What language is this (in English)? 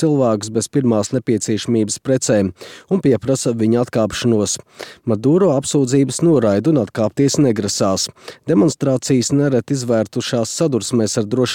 Latvian